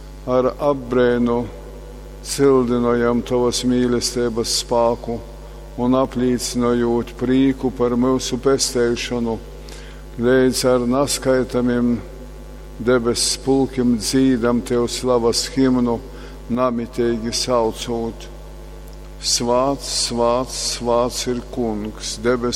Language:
Latgalian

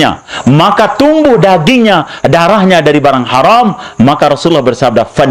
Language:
Sasak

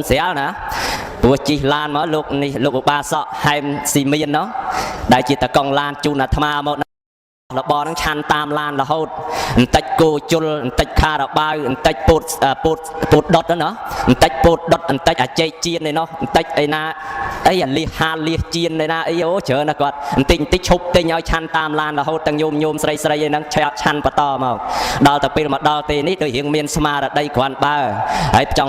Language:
Khmer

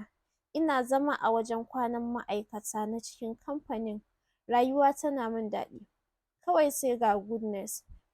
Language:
Hausa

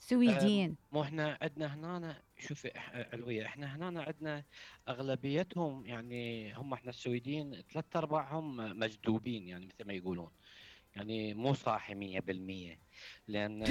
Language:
Mesopotamian Arabic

